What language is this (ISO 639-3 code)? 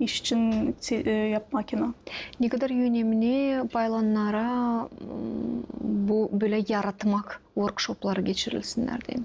gag